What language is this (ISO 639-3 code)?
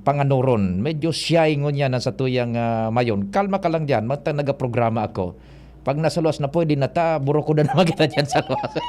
bik